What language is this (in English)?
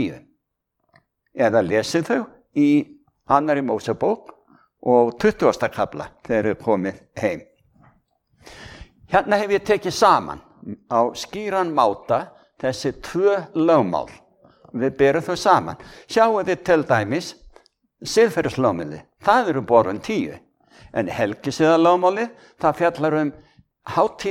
Icelandic